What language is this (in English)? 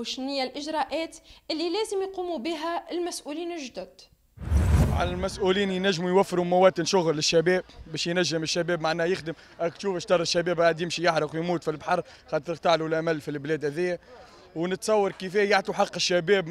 Tunisian Arabic